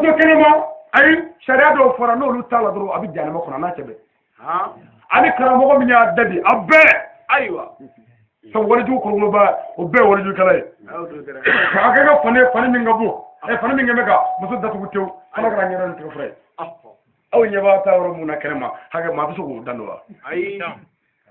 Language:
Bambara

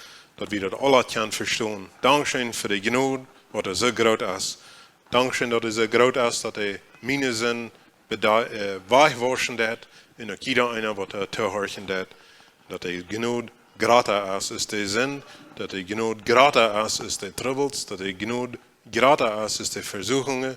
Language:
Plautdietsch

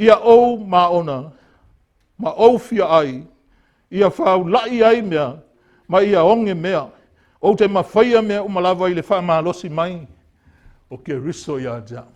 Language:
Samoan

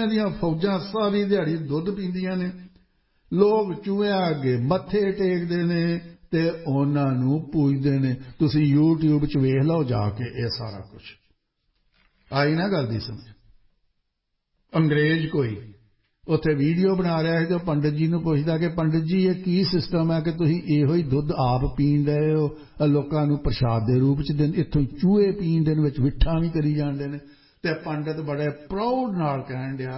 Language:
Punjabi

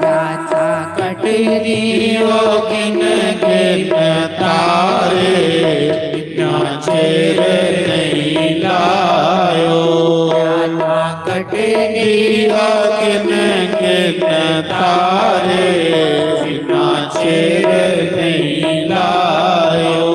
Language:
Dogri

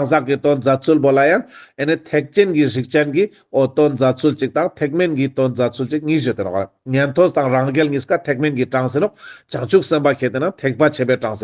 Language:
Ladakhi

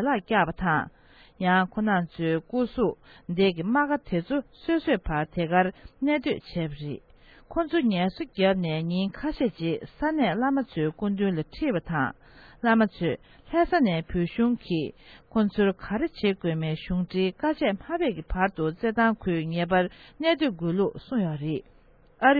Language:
Tibetan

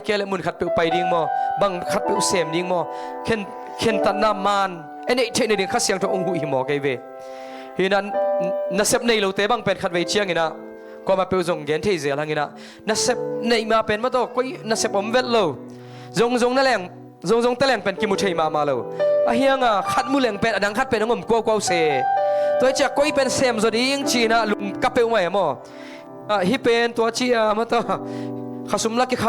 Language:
Tedim Chin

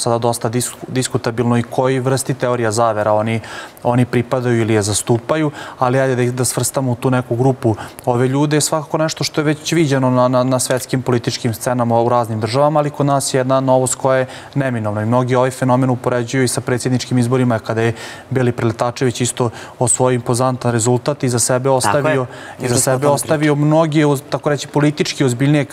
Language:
Serbian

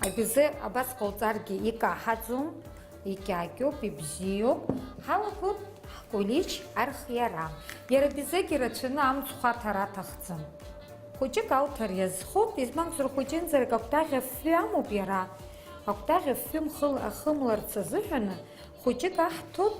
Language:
Abkhazian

